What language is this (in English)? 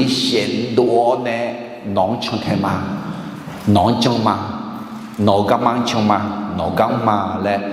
Akha